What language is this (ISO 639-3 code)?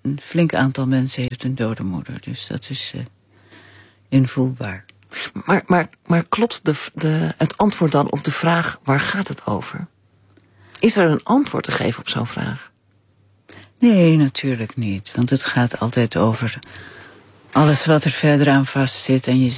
nld